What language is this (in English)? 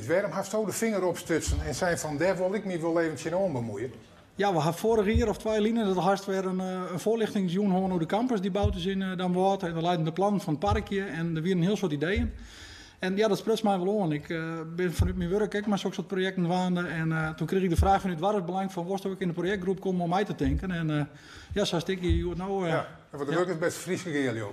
Western Frisian